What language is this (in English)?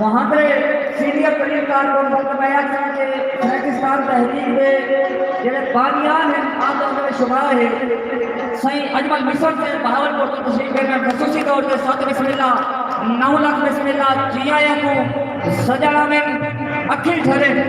Saraiki